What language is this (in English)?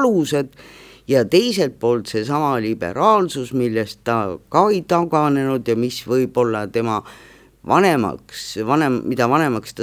Estonian